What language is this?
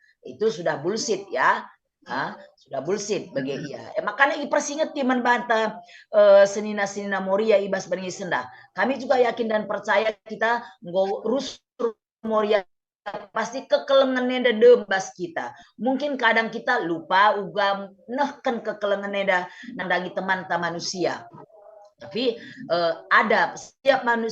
Batak Karo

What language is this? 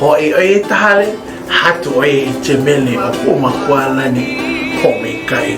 Hawaiian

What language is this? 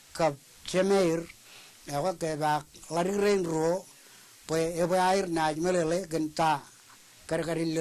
Marshallese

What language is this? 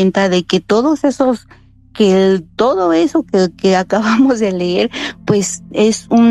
Spanish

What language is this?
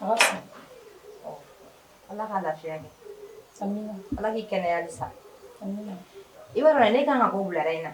Bambara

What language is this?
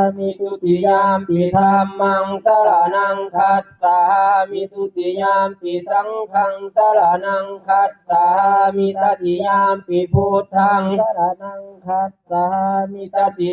Pali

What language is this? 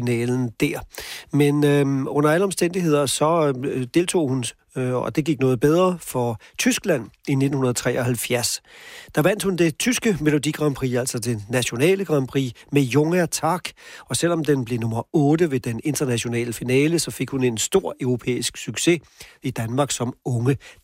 Danish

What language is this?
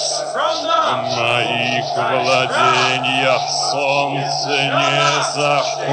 Russian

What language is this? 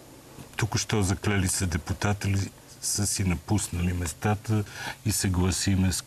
Bulgarian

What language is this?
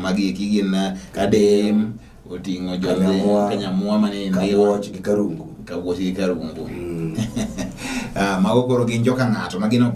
Luo (Kenya and Tanzania)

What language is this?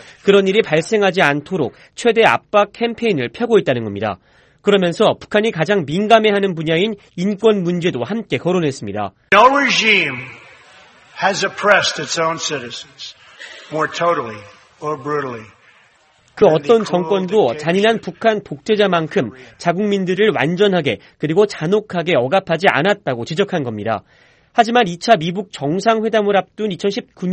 Korean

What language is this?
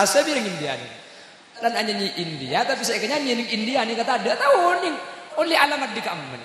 Madurese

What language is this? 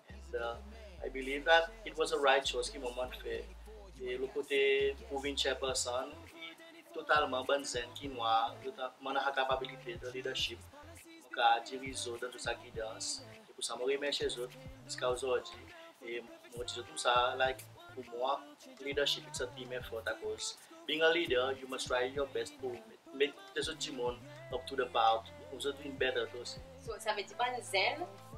Seselwa Creole French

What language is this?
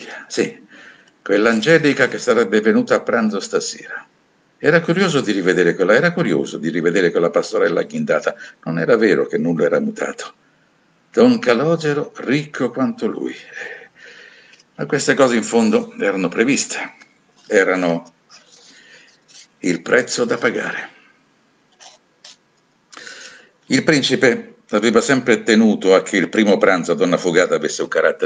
Italian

